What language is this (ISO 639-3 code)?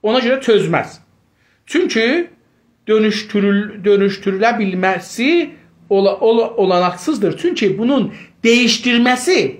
azb